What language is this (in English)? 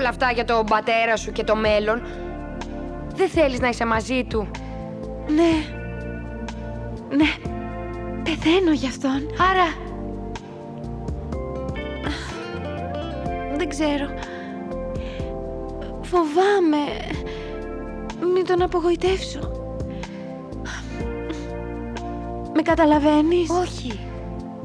Greek